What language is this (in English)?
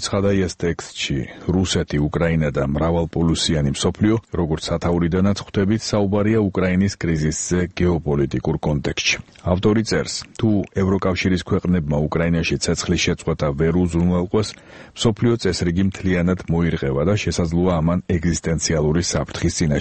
Georgian